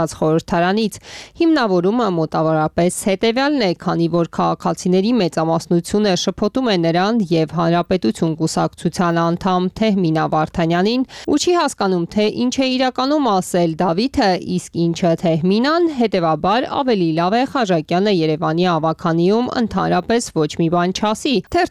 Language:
Armenian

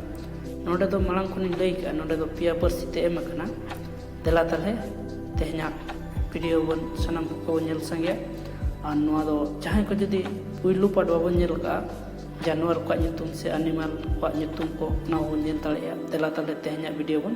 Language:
Santali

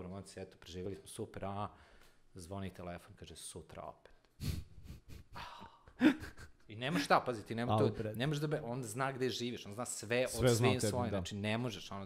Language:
Serbian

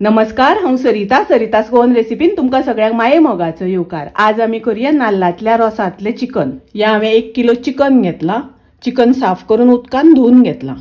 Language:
Konkani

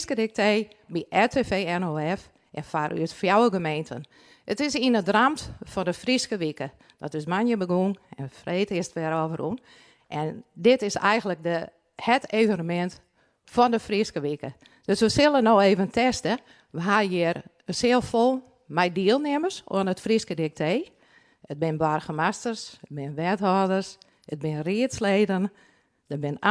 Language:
Western Frisian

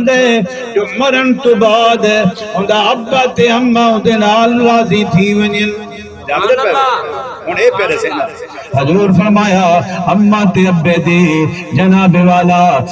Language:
Saraiki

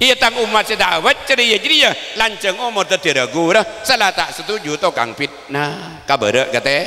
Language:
Madurese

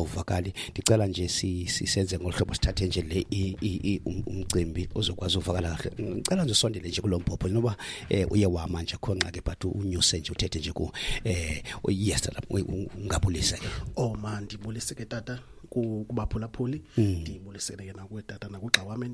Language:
Xhosa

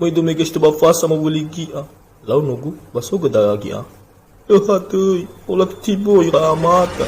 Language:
Nias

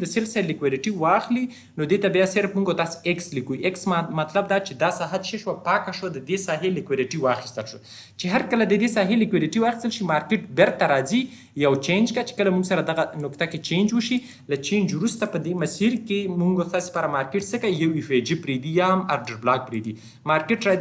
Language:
Pashto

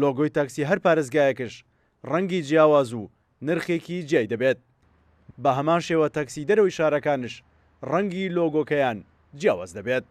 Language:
Central Kurdish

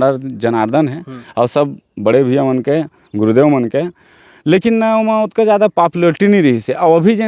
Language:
Chhattisgarhi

